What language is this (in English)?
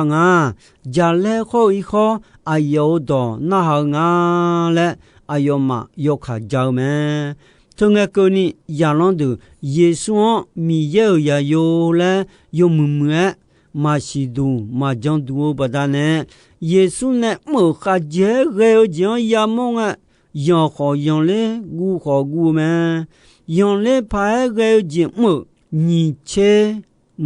Akha